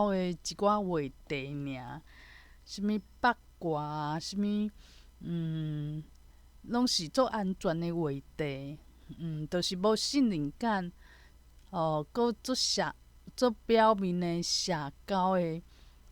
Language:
Min Nan Chinese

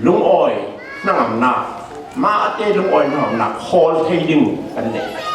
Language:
Falam Chin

